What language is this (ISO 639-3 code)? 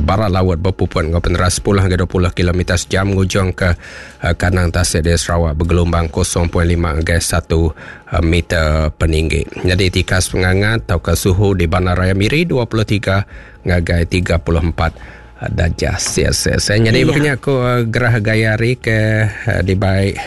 iba